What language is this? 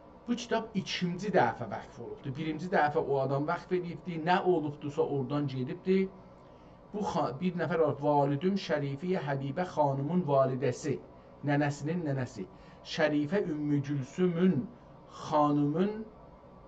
South Azerbaijani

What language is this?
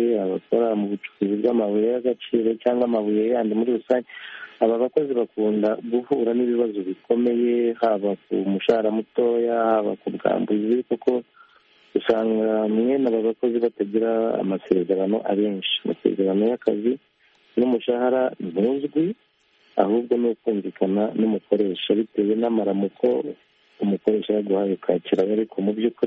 Kinyarwanda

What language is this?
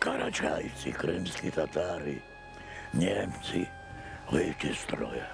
Crimean Tatar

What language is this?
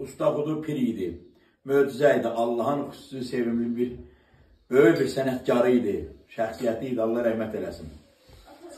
South Azerbaijani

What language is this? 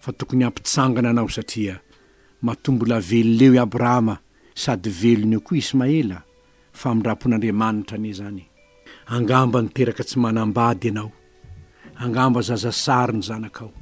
Malagasy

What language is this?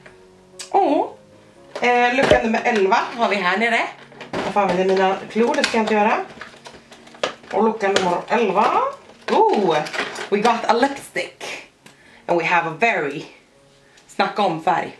Swedish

